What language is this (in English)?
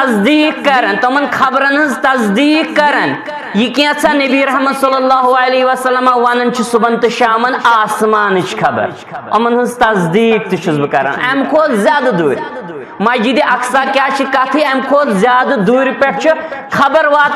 Kashmiri